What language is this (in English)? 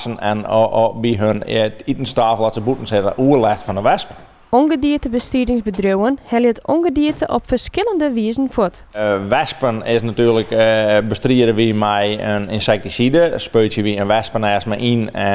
Western Frisian